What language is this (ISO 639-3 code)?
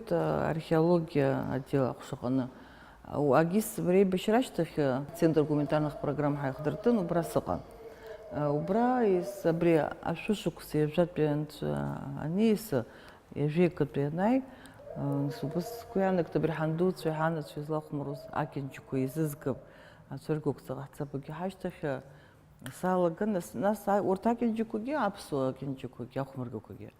abk